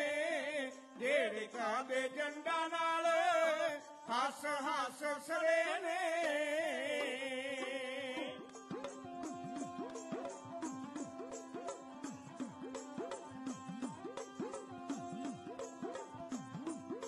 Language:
Punjabi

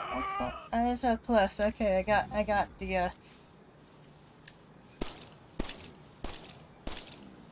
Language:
English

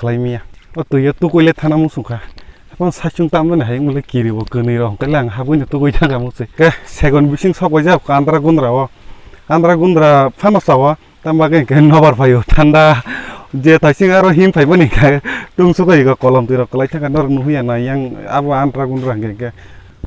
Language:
Kok Borok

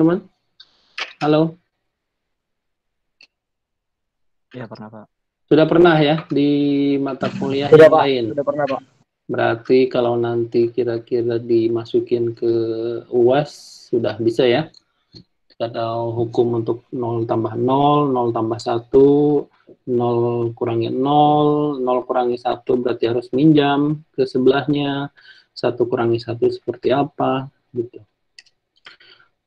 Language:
Indonesian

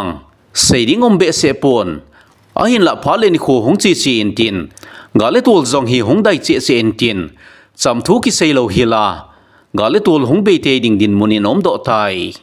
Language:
Thado Chin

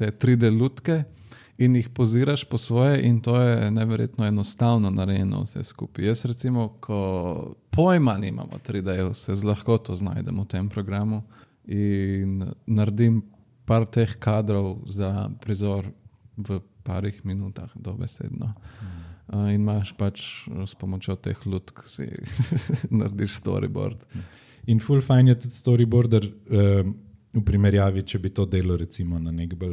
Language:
Slovenian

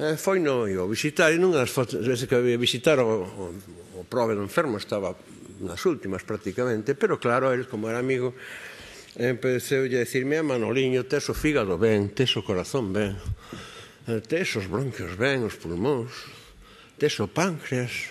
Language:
Galician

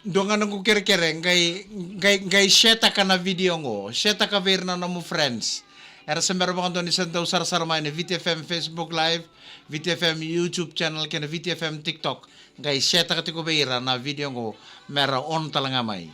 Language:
Fijian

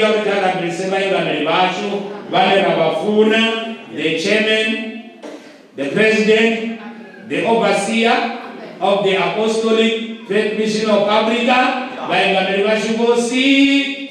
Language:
Venda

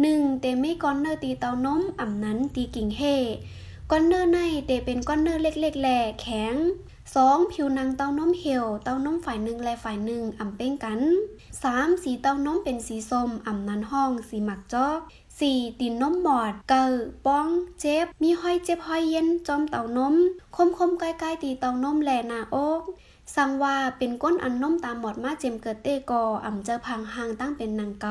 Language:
Shan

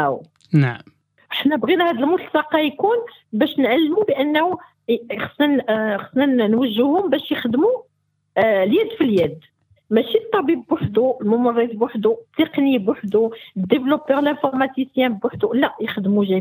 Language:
Moroccan Arabic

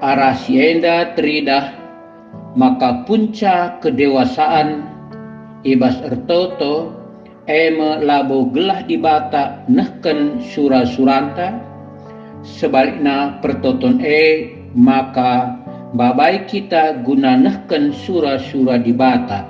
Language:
Batak Karo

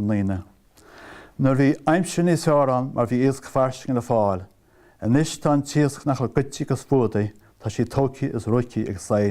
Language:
Irish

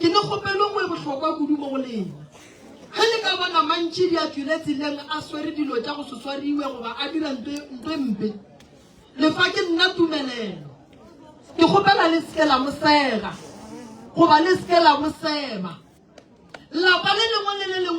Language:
Northern Sotho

